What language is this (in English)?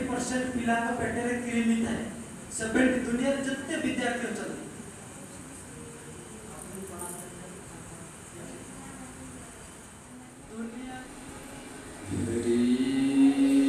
Odia